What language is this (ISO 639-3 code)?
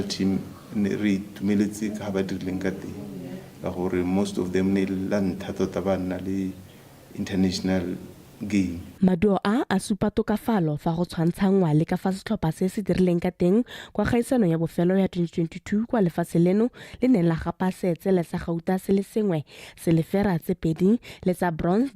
tsn